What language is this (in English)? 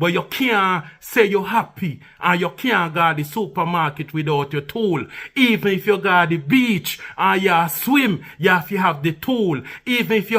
Jamaican Creole English